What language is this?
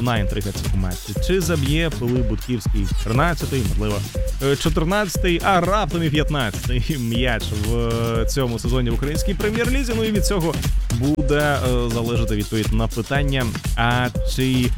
Ukrainian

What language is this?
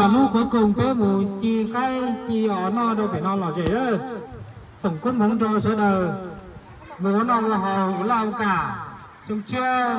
Hmong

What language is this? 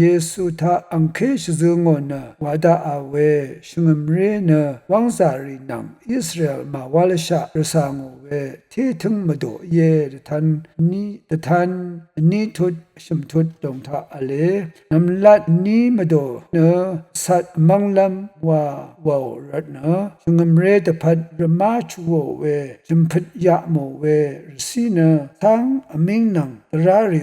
Rawang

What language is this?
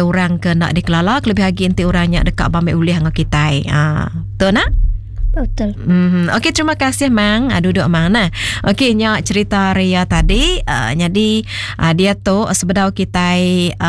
Iban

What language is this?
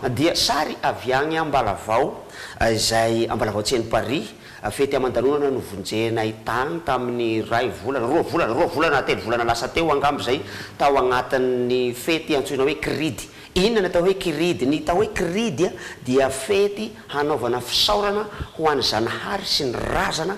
Malagasy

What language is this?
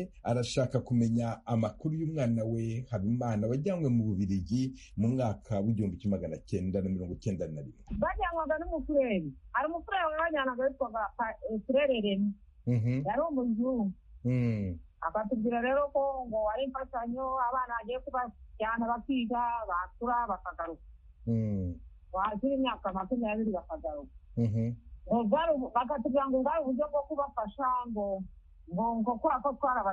Kinyarwanda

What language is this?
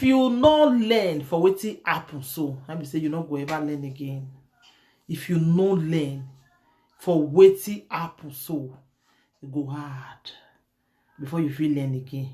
Nigerian Pidgin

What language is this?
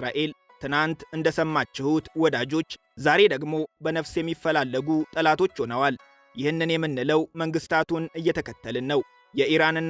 Amharic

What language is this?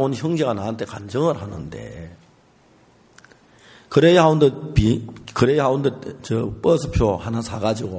Korean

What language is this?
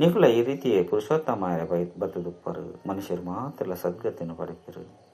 Tulu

